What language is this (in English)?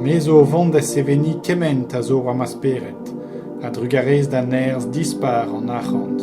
Breton